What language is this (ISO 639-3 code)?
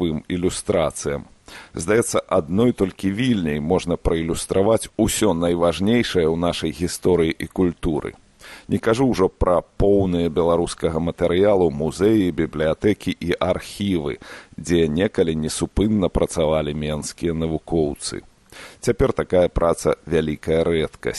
bel